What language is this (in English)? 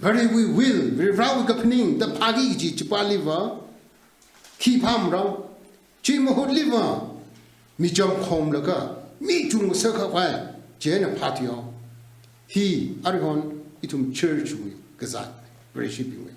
Tangkhul Naga (India)